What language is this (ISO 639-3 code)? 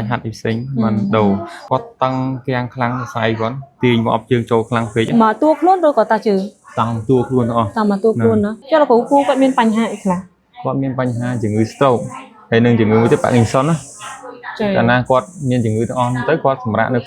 khm